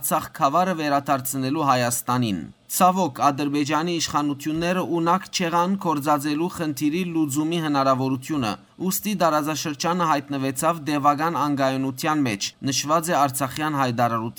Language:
Western Armenian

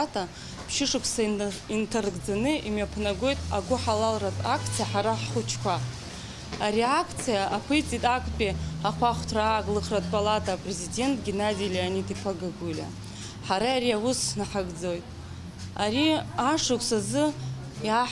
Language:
Abkhazian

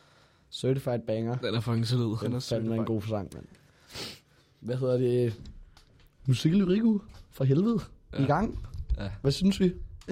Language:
Danish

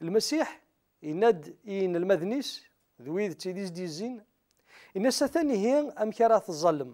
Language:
Kabyle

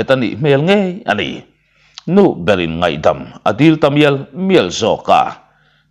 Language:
Mizo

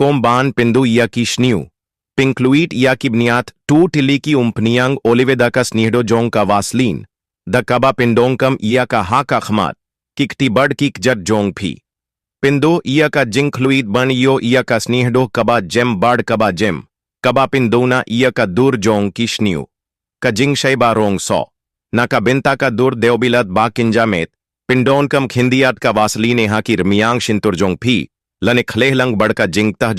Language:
Khasi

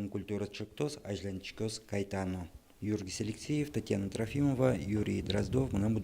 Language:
Udmurt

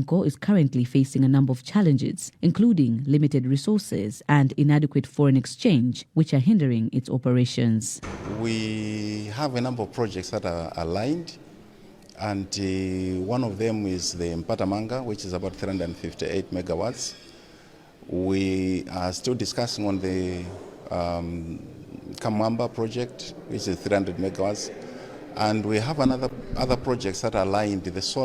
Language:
English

